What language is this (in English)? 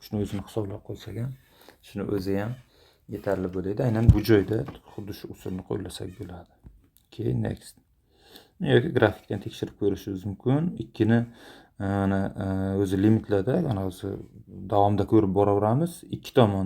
Uzbek